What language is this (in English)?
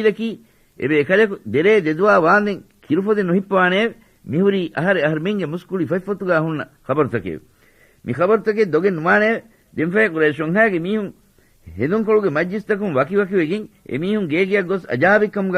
Divehi